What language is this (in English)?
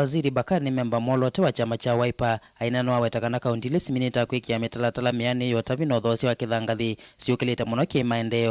Kamba